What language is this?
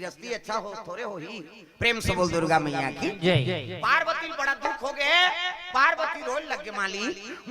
Chhattisgarhi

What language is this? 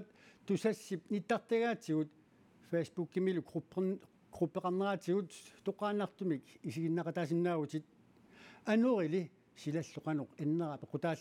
Kalaallisut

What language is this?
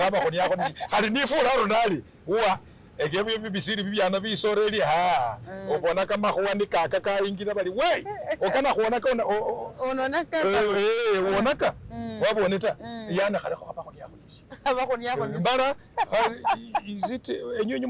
Masaaba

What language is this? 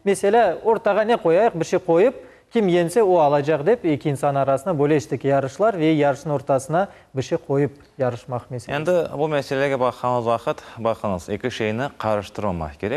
Crimean Tatar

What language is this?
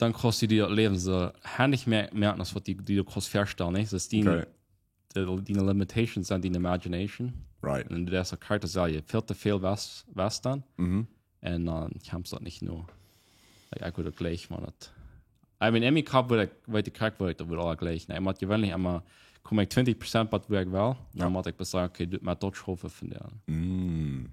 Plautdietsch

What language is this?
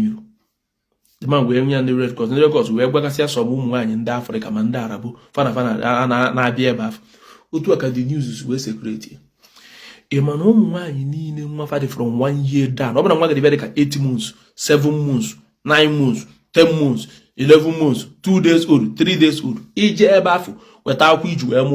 Igbo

